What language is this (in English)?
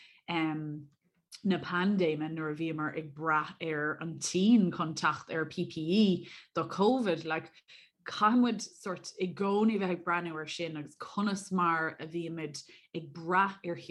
Irish